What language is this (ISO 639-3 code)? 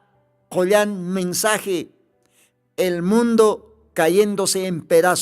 aym